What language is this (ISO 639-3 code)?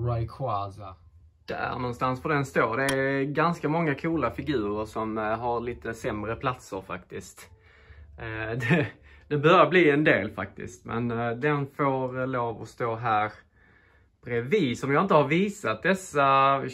swe